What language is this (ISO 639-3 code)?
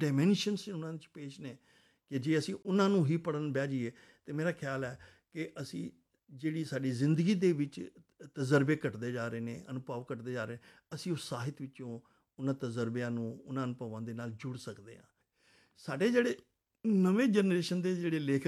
pan